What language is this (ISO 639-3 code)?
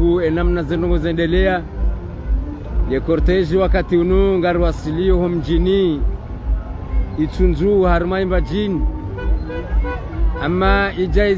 swa